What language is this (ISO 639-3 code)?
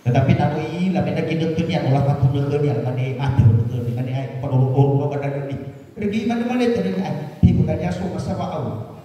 nia